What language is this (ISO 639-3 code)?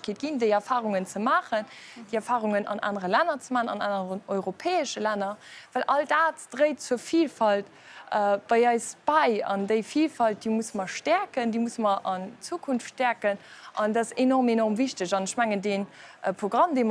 ltz